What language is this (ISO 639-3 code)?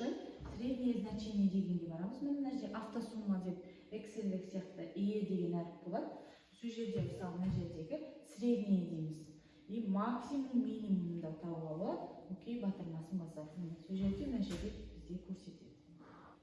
kaz